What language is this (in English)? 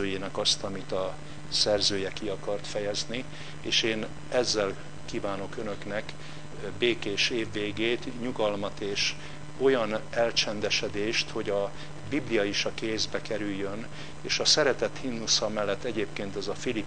Hungarian